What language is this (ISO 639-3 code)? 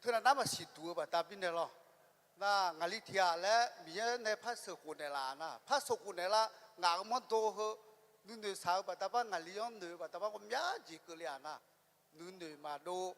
ahk